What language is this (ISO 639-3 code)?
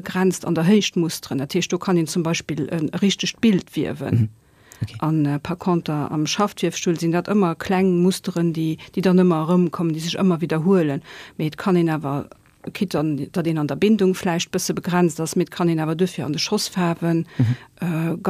ltz